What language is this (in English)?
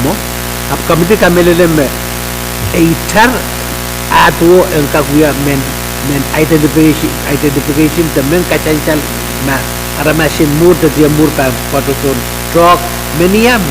Pohnpeian